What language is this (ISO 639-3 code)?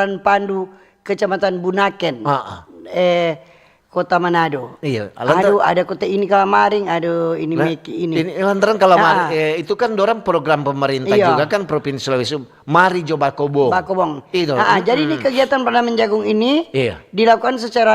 xmm